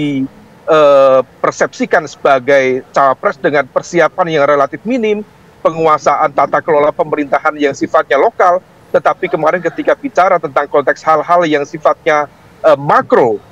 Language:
Indonesian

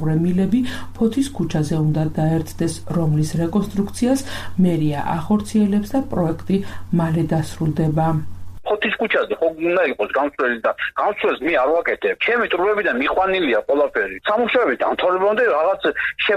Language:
Georgian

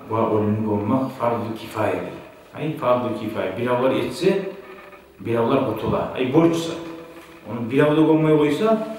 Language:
Kumyk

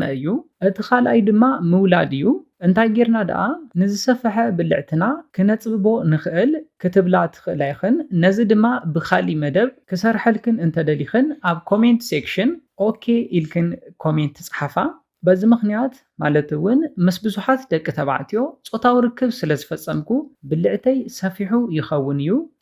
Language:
Tigrinya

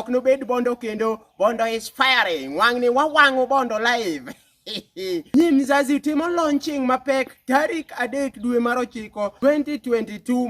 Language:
Luo (Kenya and Tanzania)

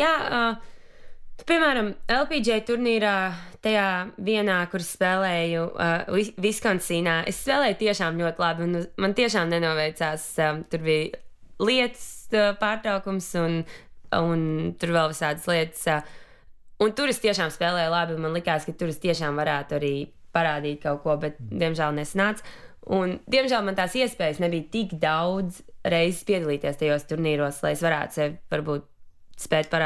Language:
Latvian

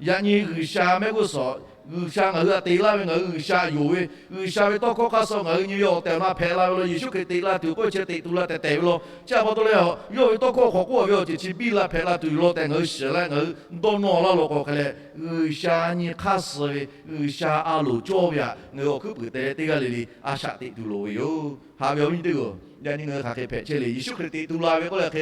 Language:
Lahu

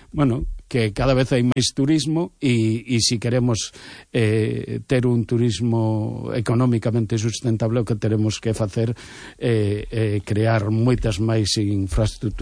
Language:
Galician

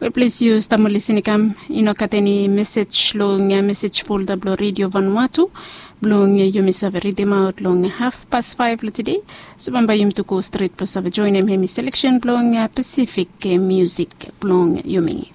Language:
Bislama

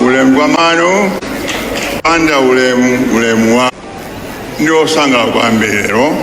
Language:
Nyanja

